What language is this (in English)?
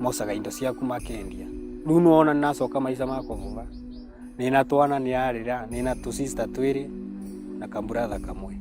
Meru